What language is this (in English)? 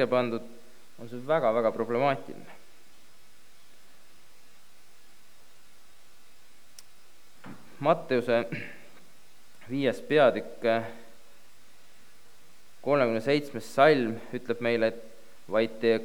Estonian